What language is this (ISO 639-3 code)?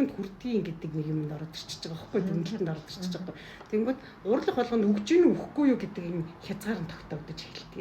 mon